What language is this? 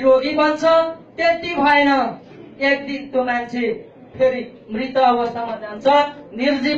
Nepali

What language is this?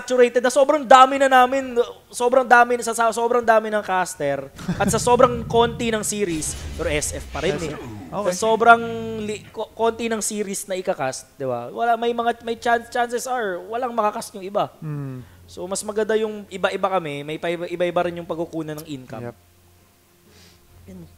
Filipino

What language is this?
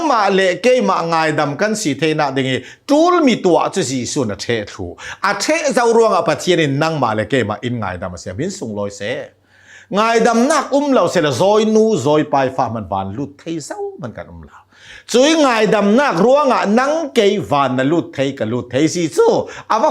Hakha Chin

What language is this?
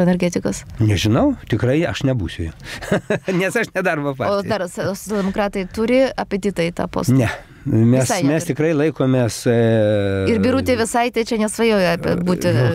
Lithuanian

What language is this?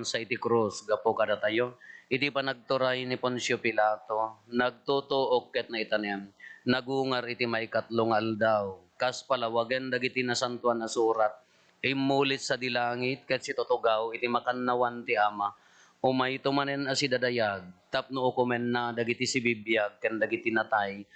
Iloko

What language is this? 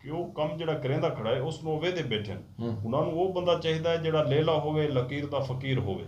Saraiki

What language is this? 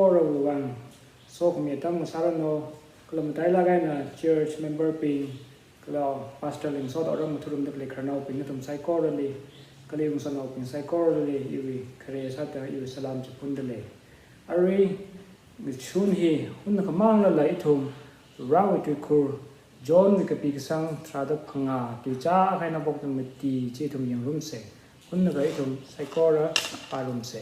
Tangkhul Naga (India)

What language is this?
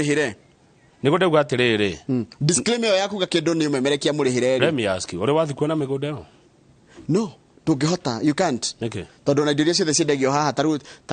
Kikuyu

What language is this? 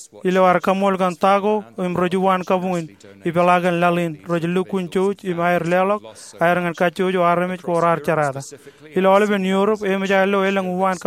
Marshallese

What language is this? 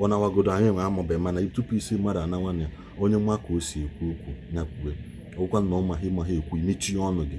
Igbo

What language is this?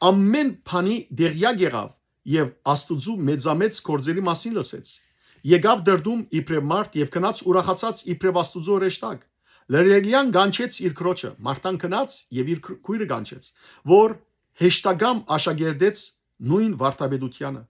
Western Armenian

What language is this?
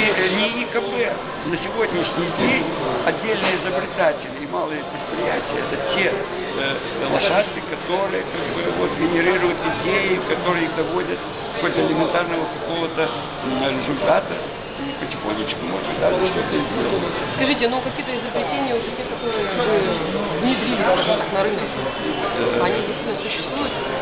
Russian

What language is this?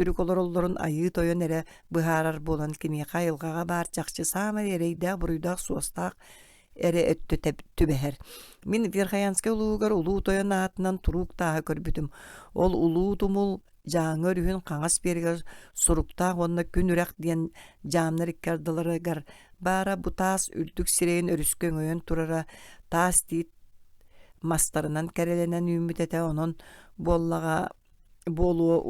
Yakut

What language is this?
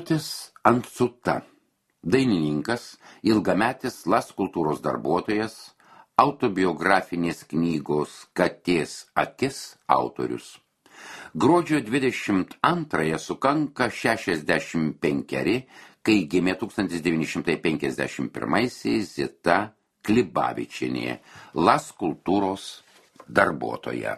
Lithuanian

